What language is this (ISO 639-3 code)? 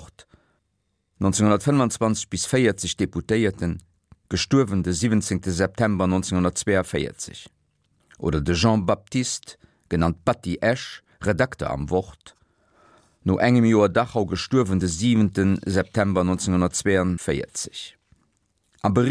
ltz